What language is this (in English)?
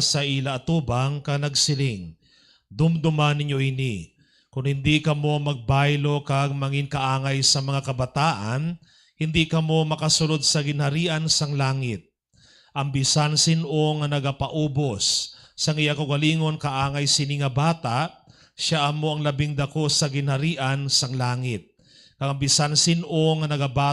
Hiligaynon